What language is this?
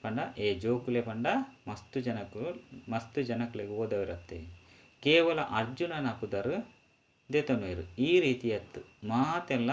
Tulu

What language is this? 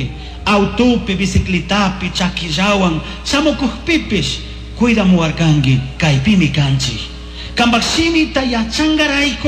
Chimborazo Highland Quichua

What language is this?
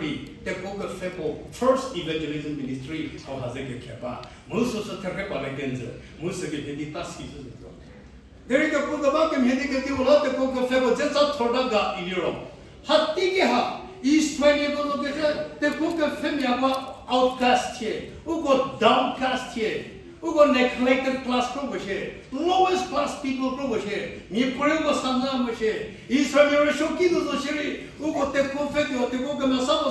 Angami Naga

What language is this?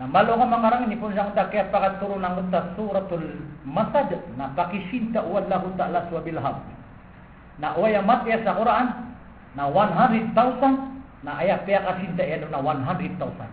Maranao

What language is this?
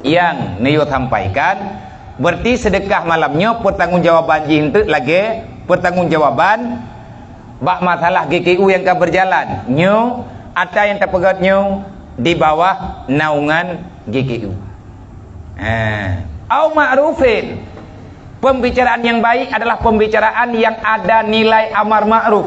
Achinese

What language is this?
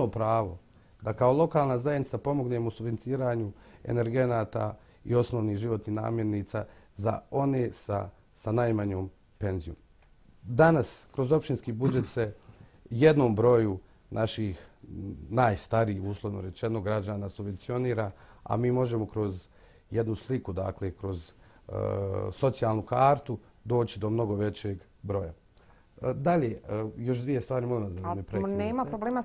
Bosnian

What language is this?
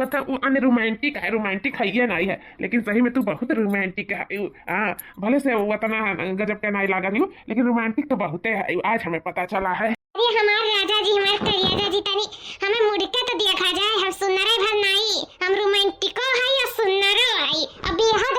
Awadhi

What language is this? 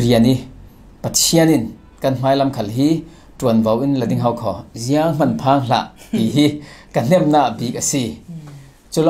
Falam Chin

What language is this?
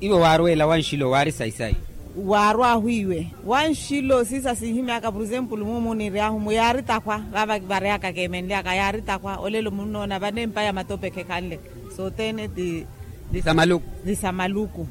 Makhuwa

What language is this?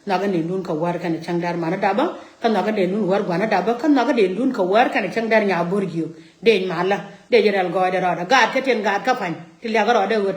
Nuer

